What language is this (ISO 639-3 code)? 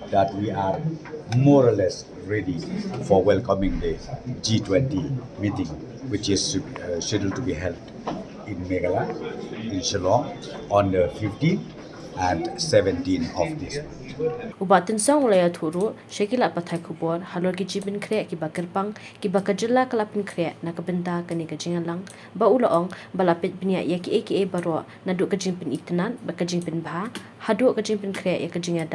kha